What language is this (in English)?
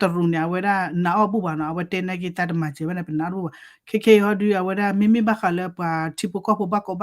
S'gaw Karen